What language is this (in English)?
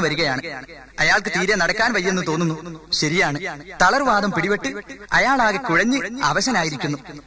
Malayalam